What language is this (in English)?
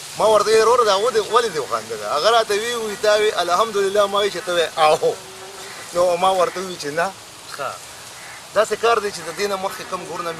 Pashto